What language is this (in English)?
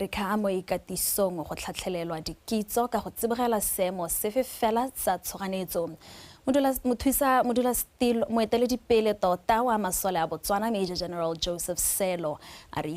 Tswana